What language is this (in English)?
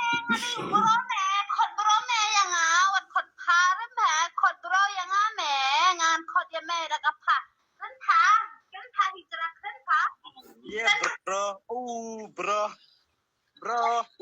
Khasi